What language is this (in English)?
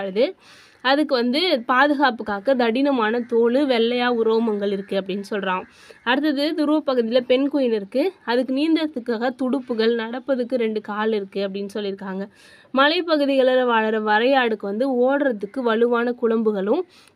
Tamil